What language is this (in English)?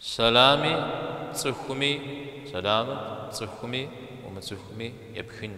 Kabardian